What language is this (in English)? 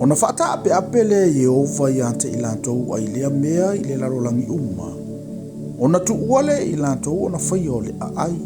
Samoan